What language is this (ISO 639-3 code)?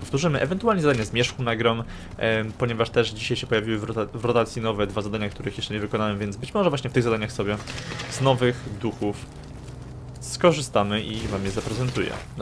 pol